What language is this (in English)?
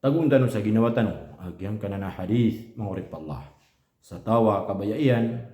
Maranao